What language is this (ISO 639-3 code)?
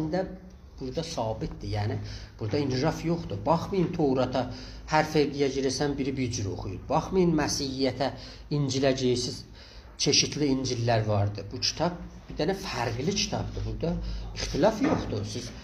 azb